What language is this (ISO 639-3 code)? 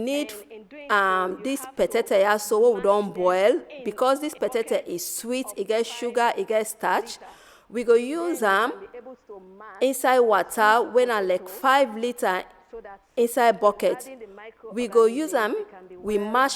pcm